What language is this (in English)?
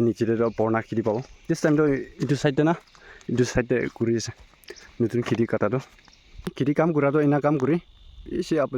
Naga Pidgin